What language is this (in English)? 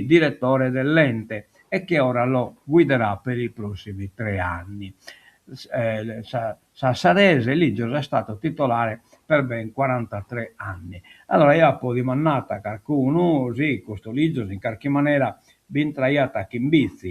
Sardinian